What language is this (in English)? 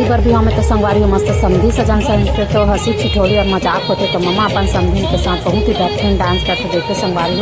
Chhattisgarhi